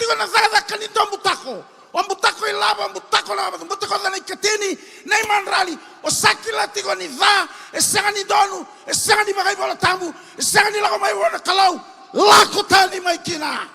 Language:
Fijian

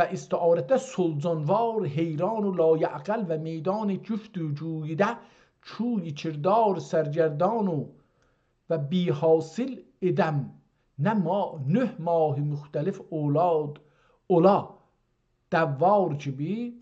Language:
South Azerbaijani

